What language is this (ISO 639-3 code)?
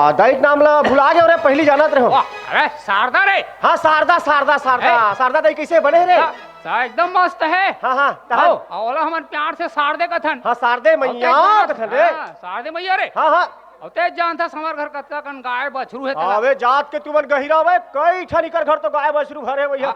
hne